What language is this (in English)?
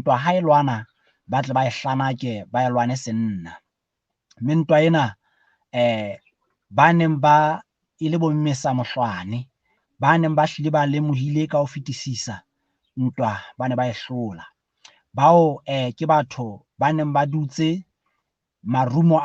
Southern Sotho